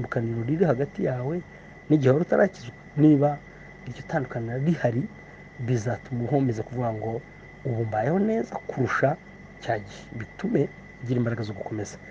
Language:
Kinyarwanda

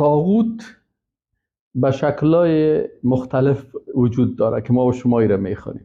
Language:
Persian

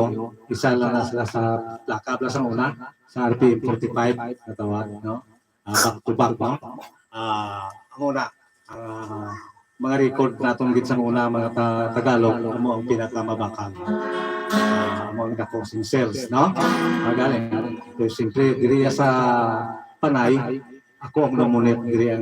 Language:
Hiligaynon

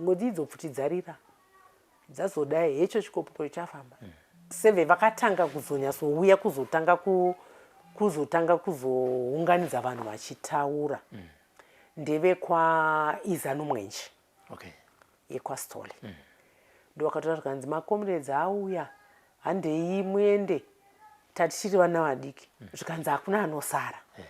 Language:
Shona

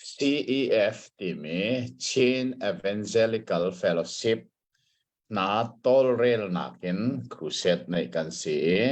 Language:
Hakha Chin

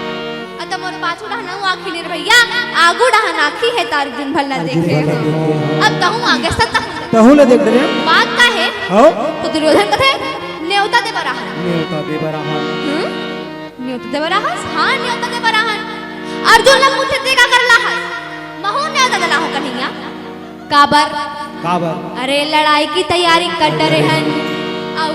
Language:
Chhattisgarhi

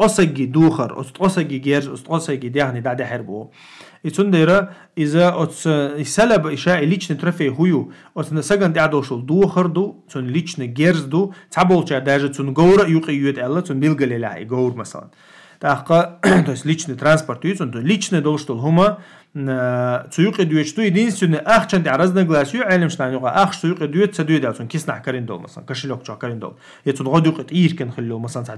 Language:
Chechen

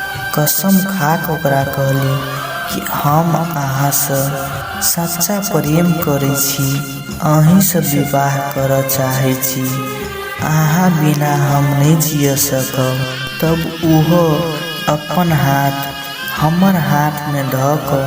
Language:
Maithili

